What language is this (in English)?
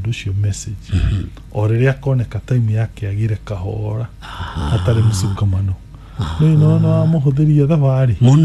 Kikuyu